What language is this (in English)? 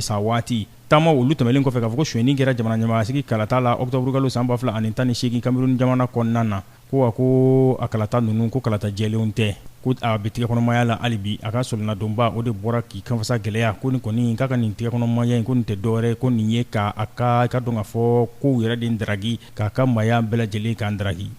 Bambara